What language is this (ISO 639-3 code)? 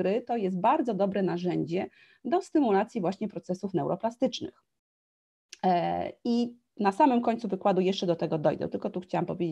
pol